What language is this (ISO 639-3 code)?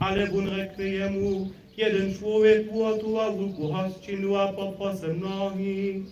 hsb